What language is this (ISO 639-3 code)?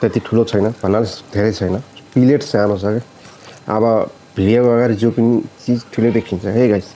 nep